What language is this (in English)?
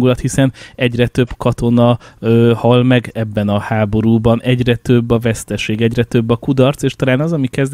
Hungarian